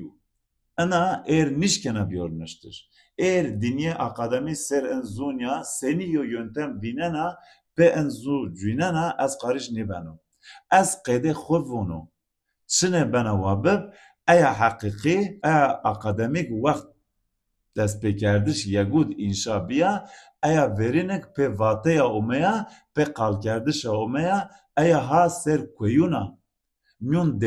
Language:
Zaza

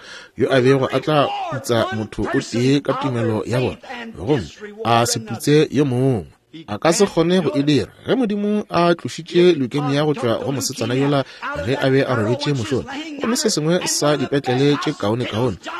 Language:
Northern Sotho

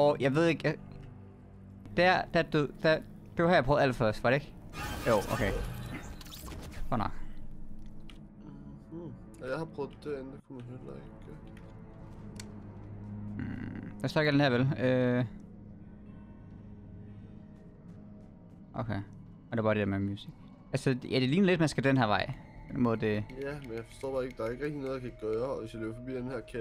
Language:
Danish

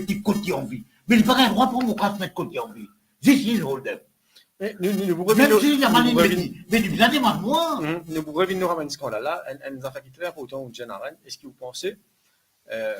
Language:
Morisyen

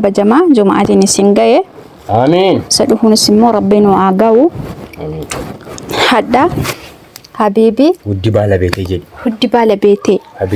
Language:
Oromo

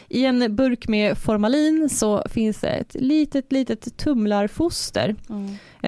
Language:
Swedish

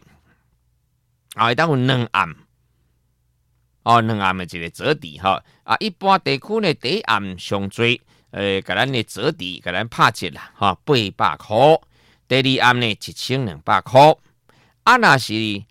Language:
Min Nan Chinese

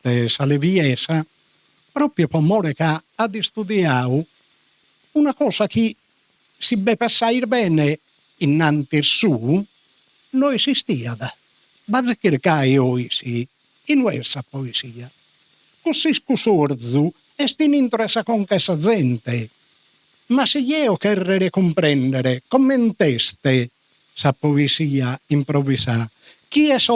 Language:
Sardinian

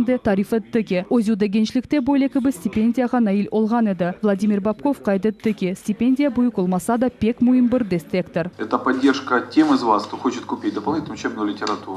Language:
Crimean Tatar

